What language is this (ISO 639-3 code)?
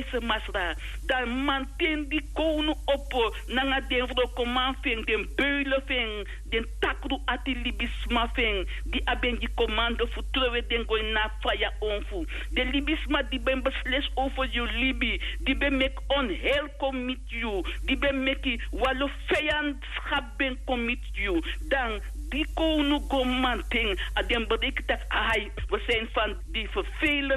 srn